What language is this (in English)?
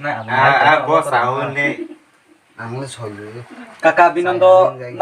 Kok Borok